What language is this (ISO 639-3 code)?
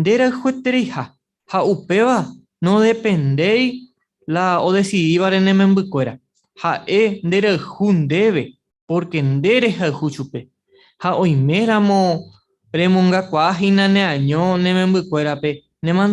grn